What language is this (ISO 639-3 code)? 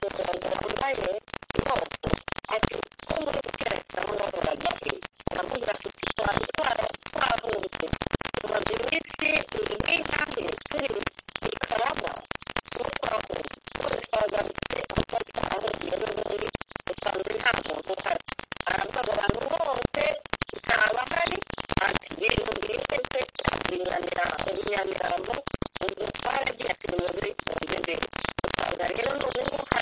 kin